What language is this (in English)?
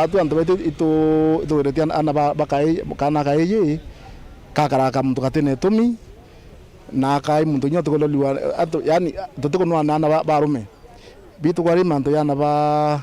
Meru